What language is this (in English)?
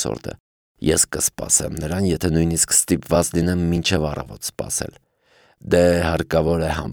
Armenian